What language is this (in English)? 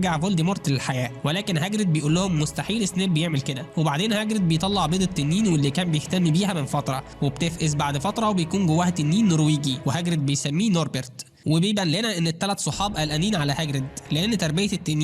Egyptian Arabic